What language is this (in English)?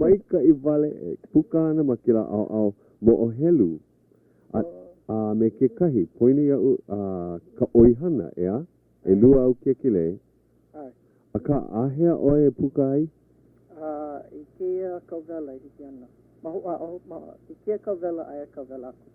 Hawaiian